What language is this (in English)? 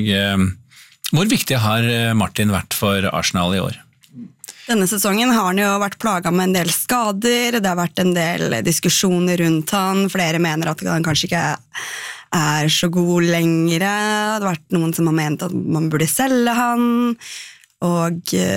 Norwegian